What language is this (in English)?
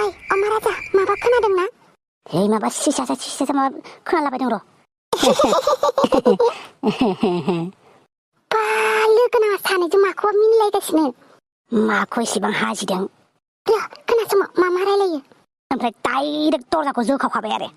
Bodo